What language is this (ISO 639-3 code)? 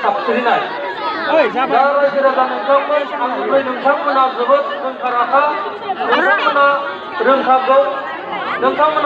brx